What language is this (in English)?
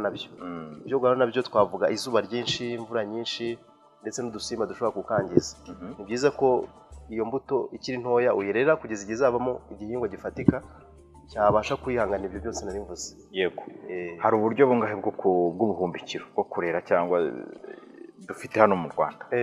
Kinyarwanda